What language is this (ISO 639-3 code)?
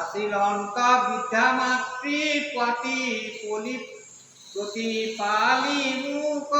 asm